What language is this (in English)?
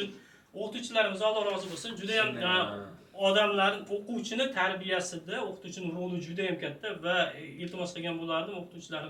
Uzbek